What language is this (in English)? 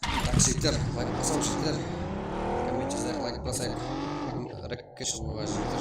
Kara-Kalpak